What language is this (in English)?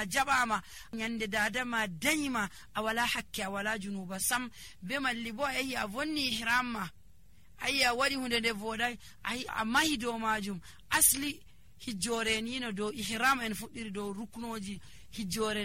Nigerian Fulfulde